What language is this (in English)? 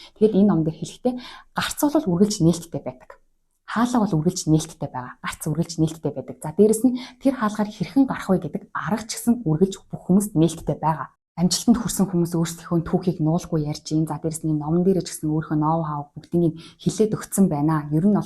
Mongolian